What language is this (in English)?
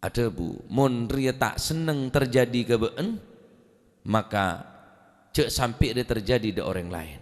Madurese